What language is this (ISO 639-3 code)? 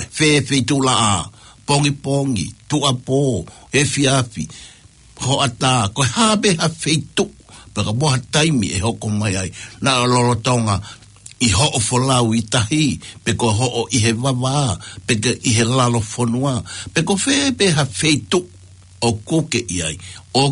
ton